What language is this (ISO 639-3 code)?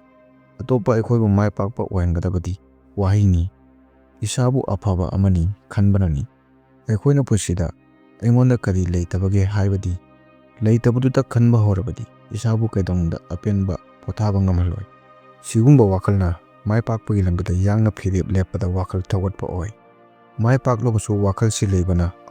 mni